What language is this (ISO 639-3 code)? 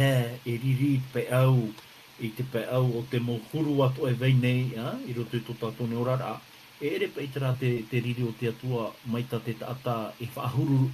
tah